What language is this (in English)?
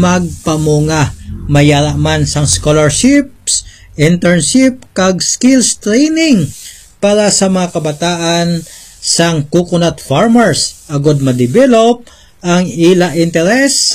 Hiligaynon